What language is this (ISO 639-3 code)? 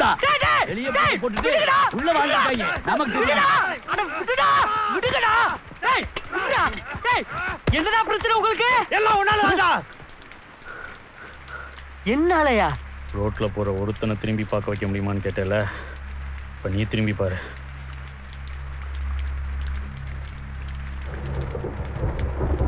tam